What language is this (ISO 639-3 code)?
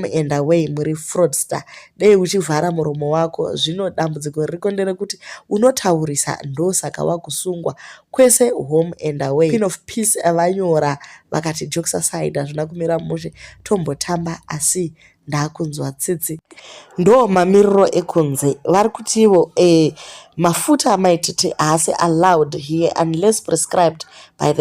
sna